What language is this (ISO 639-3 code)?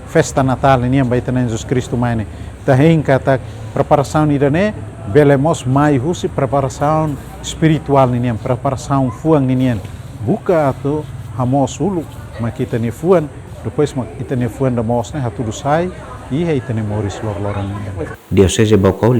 tet